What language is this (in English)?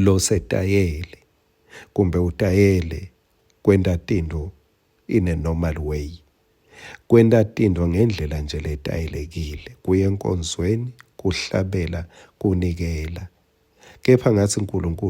Swati